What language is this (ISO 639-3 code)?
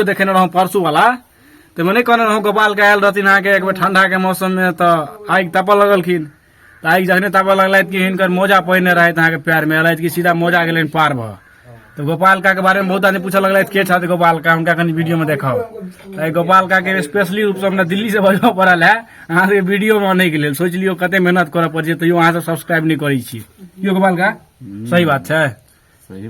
mai